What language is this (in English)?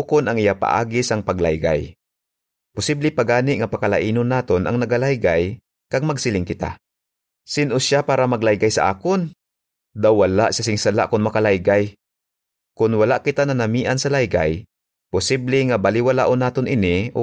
Hiligaynon